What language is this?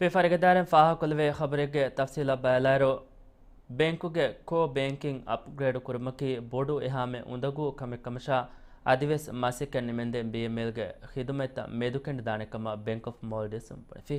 Divehi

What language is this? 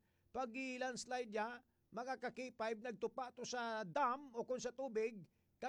Hiligaynon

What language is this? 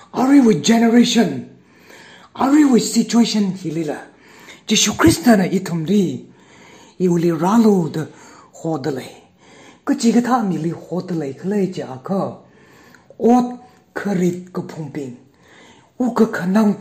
Tangkhul Naga (India)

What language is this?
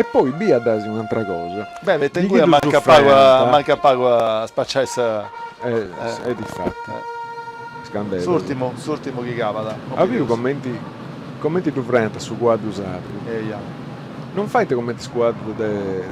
Sardinian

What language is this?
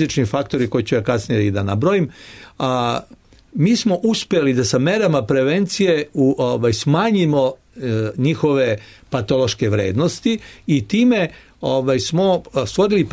Serbian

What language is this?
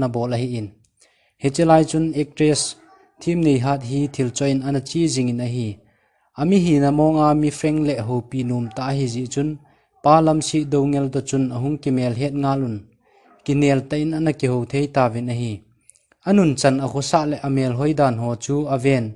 Thado Chin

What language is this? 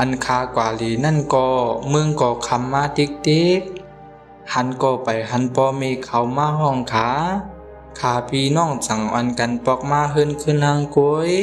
Shan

